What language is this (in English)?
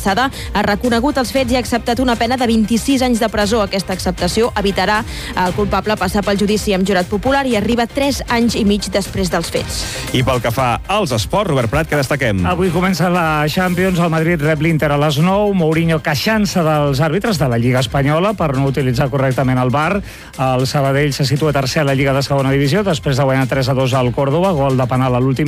Catalan